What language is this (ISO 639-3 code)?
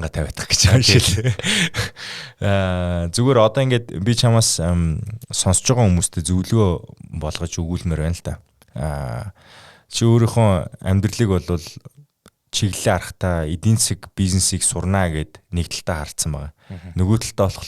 mon